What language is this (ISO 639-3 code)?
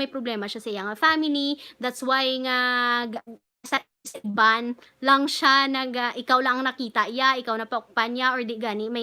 hil